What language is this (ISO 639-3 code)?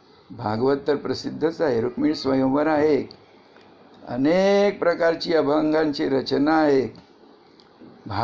mar